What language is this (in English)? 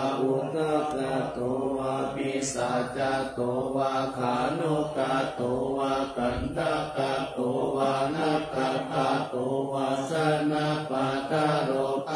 Pali